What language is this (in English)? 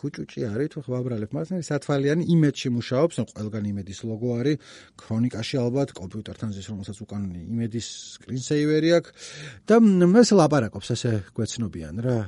Georgian